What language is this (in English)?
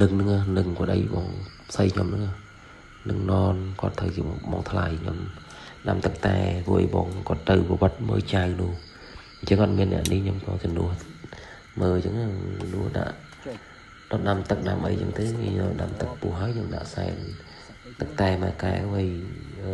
Khmer